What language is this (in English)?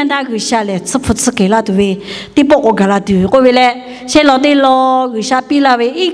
Lahu